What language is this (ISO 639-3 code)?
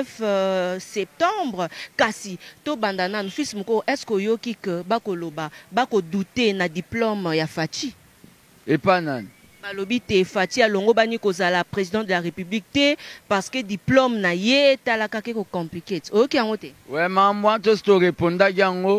lin